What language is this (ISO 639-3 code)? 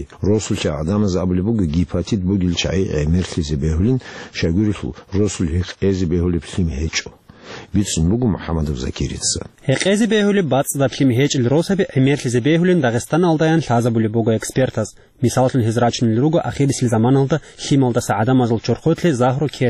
ava